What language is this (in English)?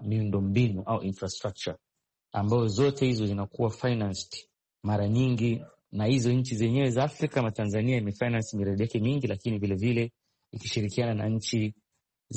Swahili